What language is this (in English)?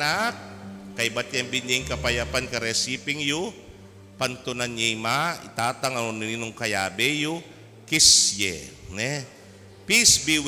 Pampanga